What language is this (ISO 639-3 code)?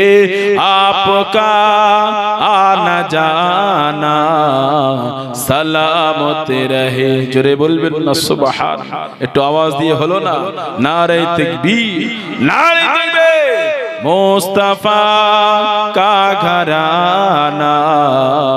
ben